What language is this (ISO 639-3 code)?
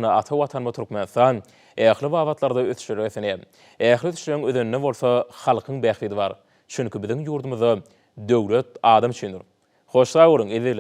tuk